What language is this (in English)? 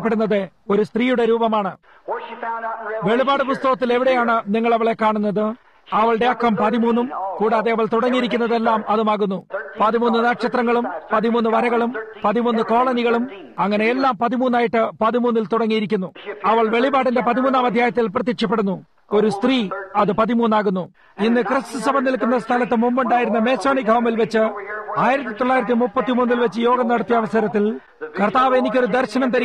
Malayalam